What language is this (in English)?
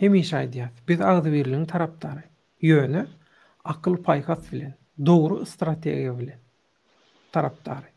Turkmen